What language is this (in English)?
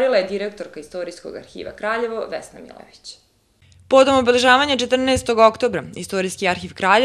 Serbian